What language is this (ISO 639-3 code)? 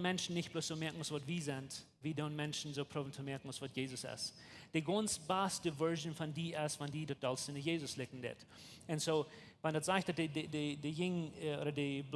pdt